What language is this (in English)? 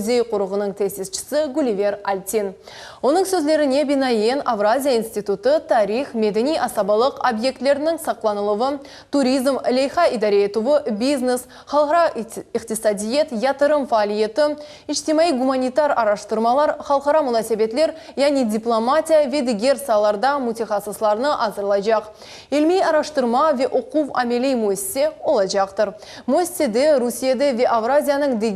Crimean Tatar